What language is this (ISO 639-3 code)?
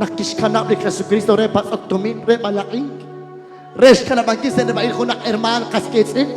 kek